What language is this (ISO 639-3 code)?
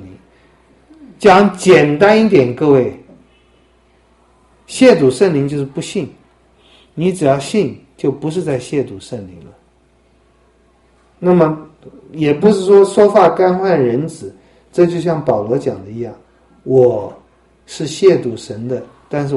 zho